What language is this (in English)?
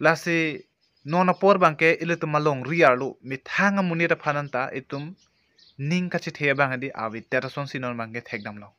Karbi